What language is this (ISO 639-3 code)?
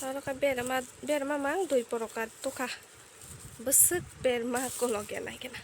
trp